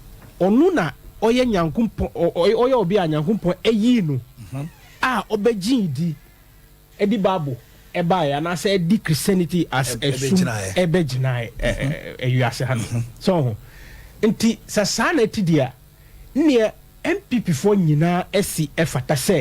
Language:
Akan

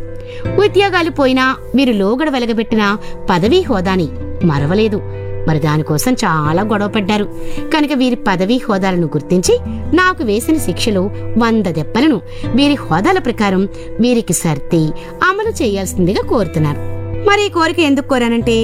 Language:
Telugu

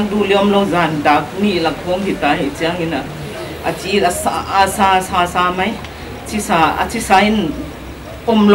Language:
Paite Chin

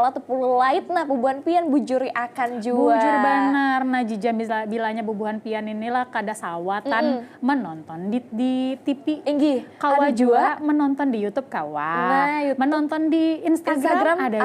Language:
Banjar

